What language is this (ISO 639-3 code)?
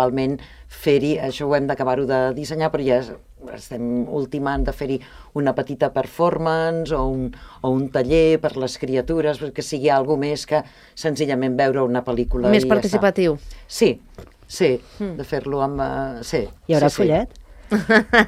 cat